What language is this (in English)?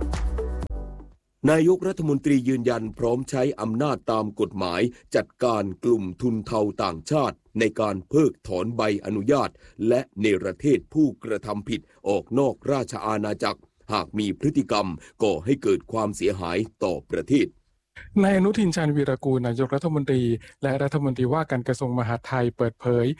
Thai